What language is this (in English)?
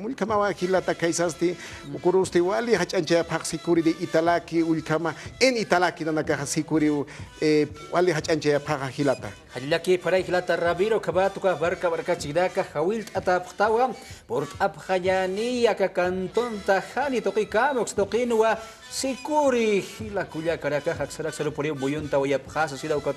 Aymara